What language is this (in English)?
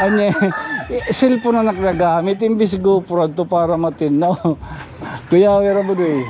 Waray